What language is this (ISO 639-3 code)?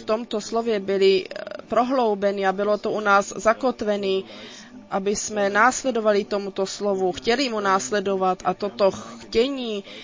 ces